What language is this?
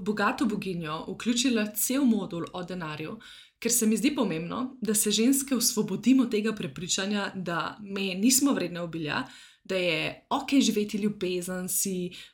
Slovenian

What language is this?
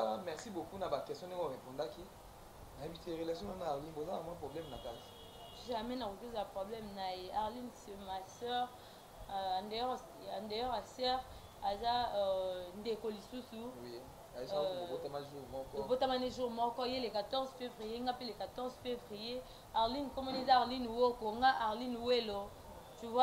Lingala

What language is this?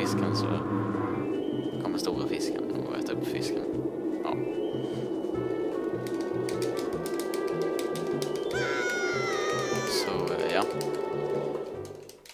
Swedish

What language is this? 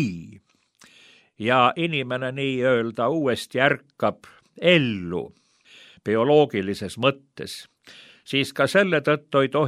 Estonian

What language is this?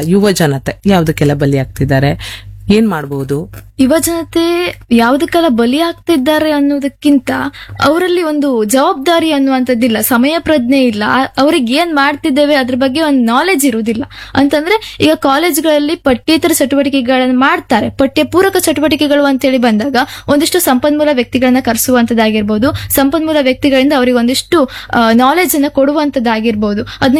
Kannada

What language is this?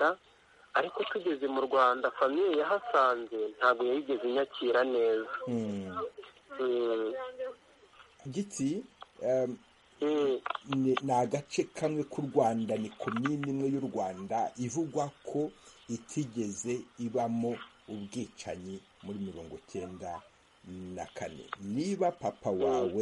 Kinyarwanda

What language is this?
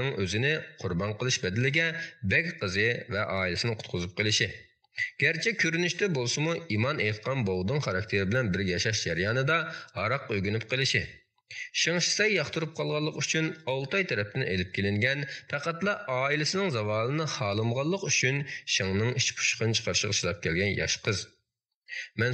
Uyghur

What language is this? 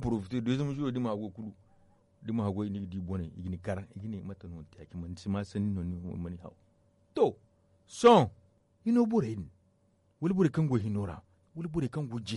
Zarma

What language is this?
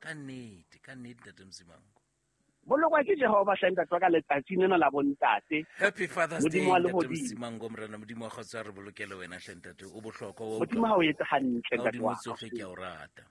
Southern Sotho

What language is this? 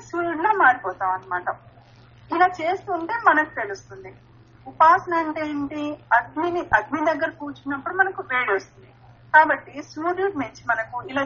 Telugu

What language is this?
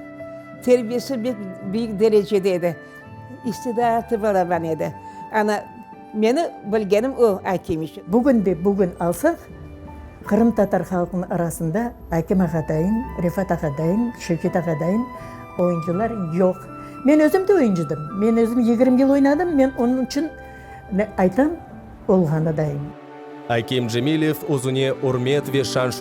Crimean Tatar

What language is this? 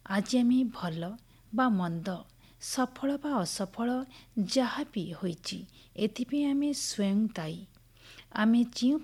Odia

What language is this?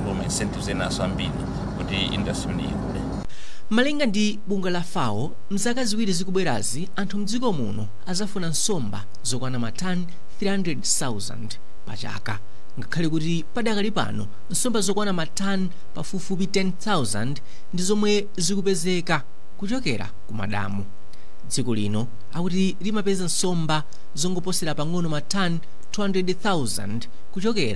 Nyanja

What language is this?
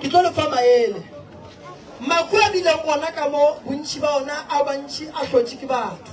Northern Sotho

